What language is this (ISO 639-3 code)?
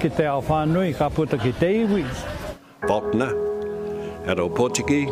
mri